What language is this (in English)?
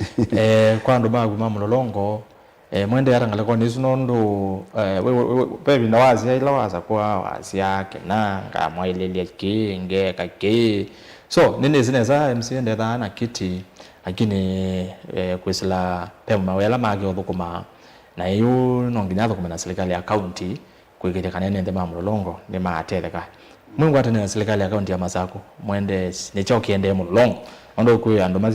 Kamba